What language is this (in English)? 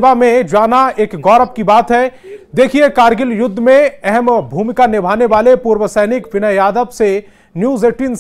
Hindi